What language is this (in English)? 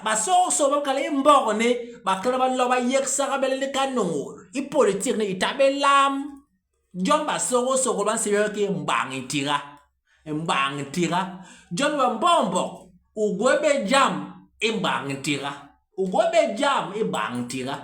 Basaa